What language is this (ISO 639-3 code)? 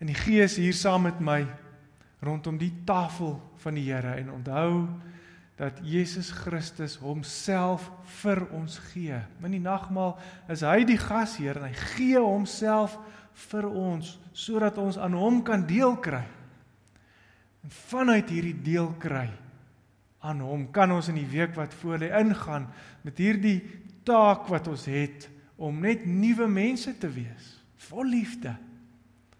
afr